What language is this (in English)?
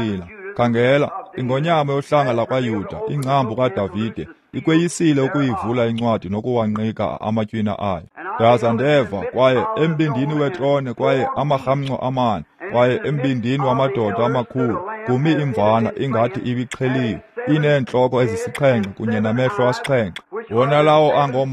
Xhosa